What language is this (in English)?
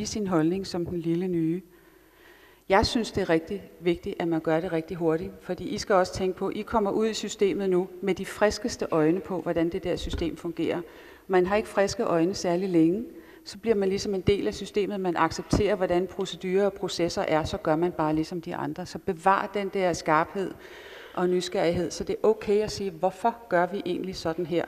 Danish